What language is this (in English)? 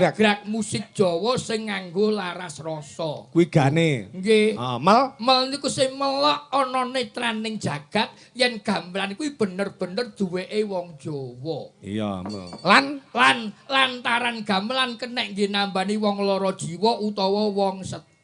Javanese